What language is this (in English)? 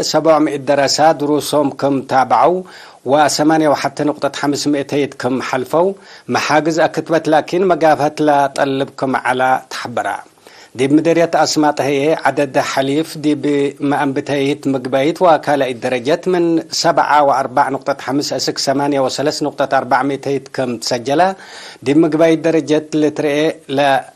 Tigre